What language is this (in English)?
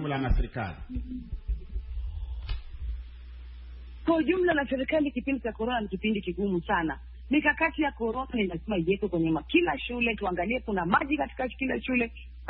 Swahili